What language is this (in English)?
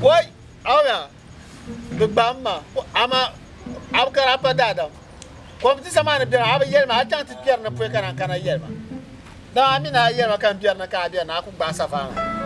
Dagbani